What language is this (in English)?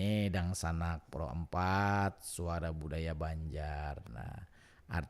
Banjar